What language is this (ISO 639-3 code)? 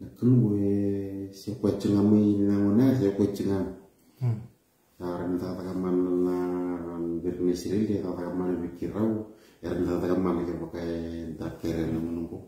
fij